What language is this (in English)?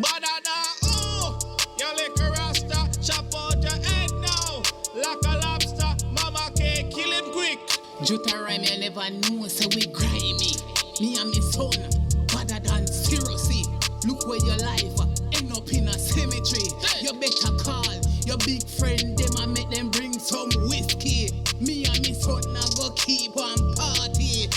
Jamaican Creole English